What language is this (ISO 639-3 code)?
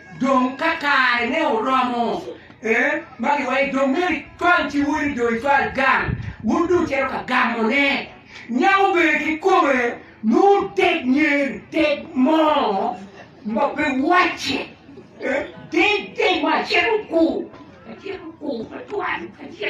ach